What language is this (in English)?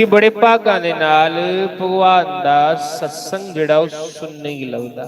Dogri